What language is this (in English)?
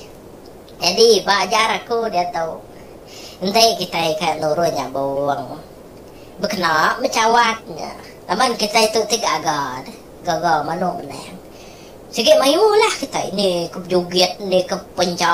Iban